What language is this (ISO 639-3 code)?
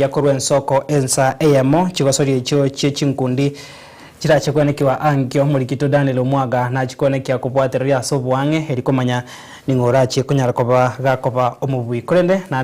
guz